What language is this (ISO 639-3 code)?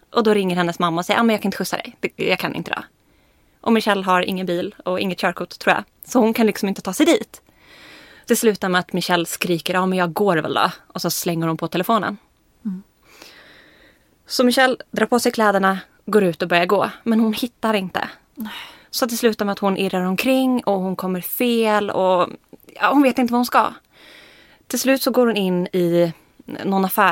swe